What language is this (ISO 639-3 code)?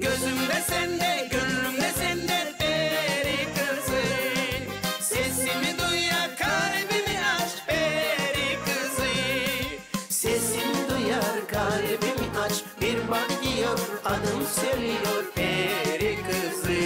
gag